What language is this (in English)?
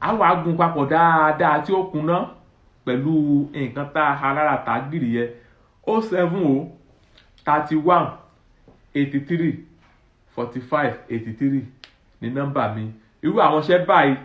Yoruba